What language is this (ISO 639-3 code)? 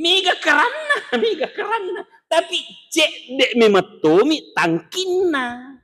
bug